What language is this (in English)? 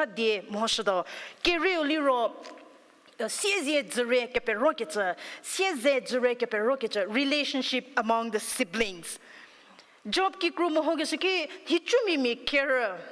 Angami Naga